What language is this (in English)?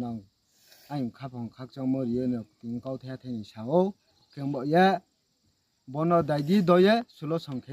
Riang (India)